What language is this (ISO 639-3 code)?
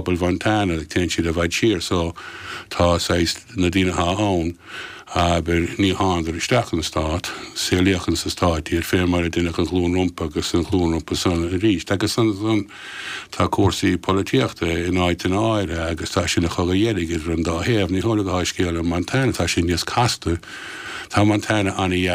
gle